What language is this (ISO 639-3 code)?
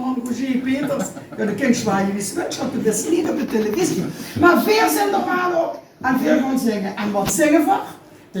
lim